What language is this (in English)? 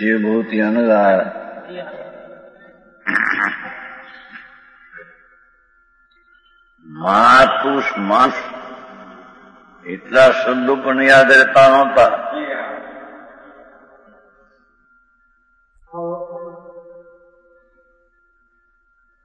Gujarati